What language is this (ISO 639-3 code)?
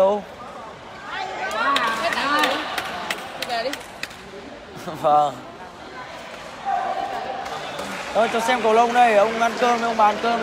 vie